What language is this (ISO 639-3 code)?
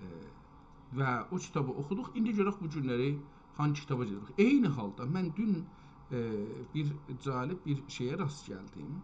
azb